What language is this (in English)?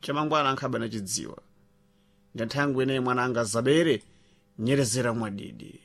Sena